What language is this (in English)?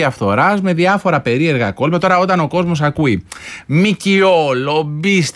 Greek